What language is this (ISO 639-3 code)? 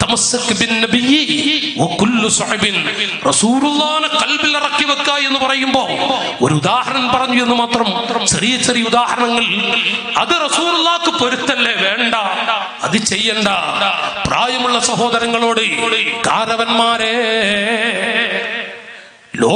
mal